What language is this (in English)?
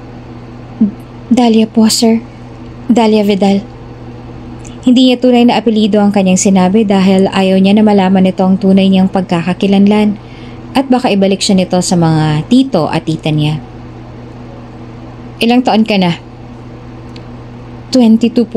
Filipino